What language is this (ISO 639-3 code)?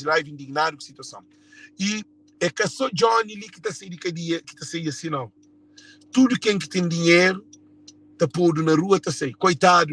kea